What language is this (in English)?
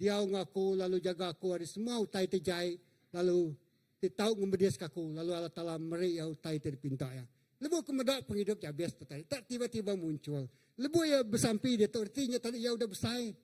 Iban